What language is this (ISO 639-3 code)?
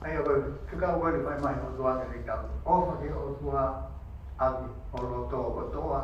ton